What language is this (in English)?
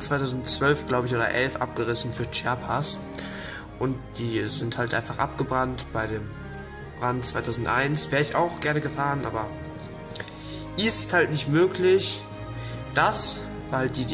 German